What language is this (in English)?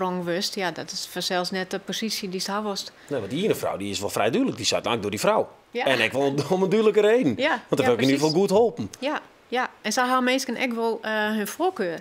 Western Frisian